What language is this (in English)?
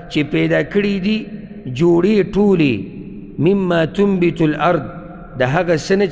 Pashto